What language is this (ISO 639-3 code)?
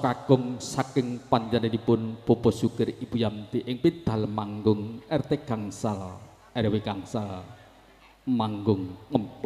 jav